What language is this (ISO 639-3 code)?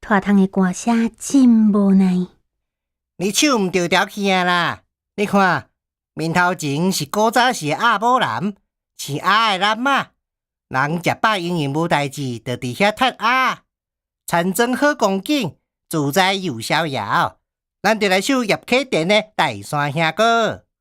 nan